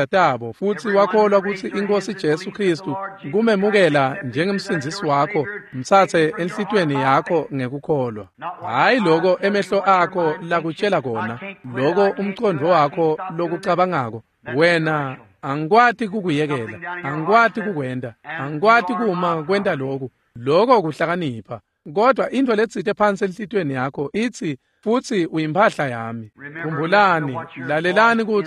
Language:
Swati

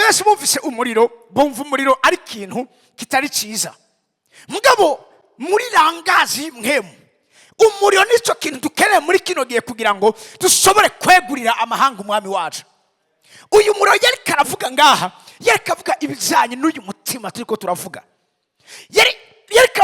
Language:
Rundi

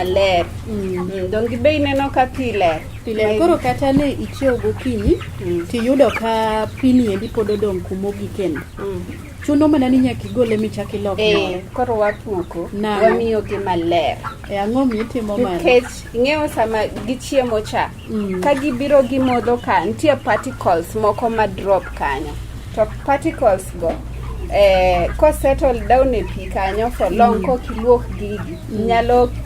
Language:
Luo (Kenya and Tanzania)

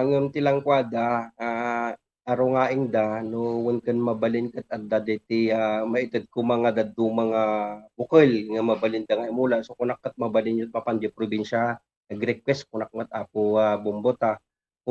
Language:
Iloko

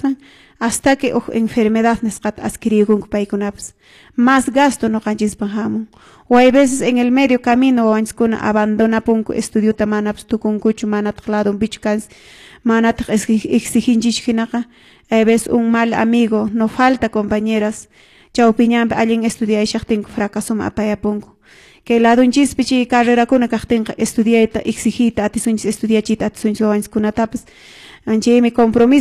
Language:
Quechua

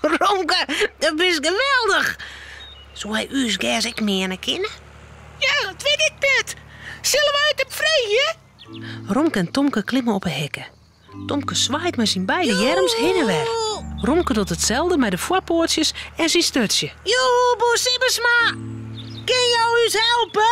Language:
Western Frisian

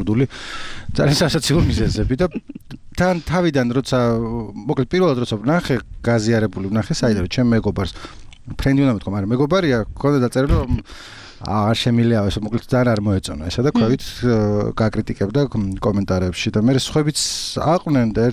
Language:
Georgian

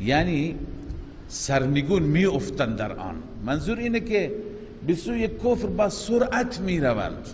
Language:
Persian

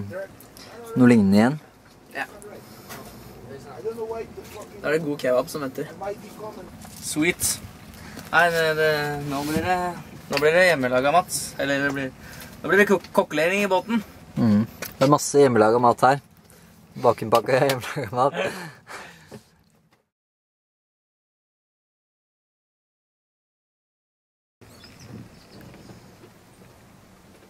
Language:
Norwegian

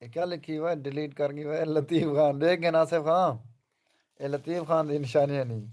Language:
Saraiki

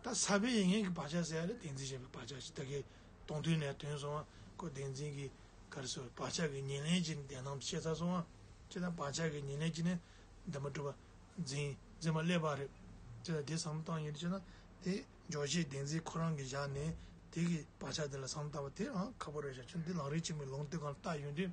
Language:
Tibetan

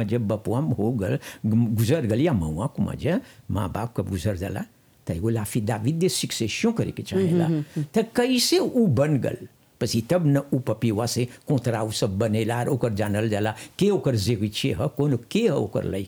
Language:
Bhojpuri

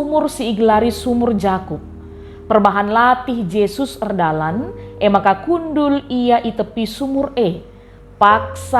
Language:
Batak Karo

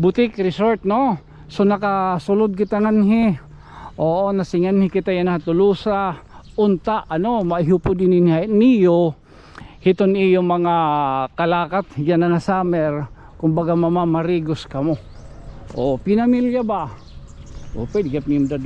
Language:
Waray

